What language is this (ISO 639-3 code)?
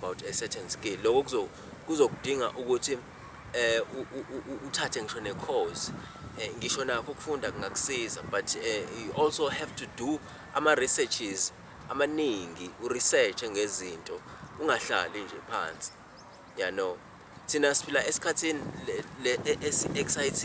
zul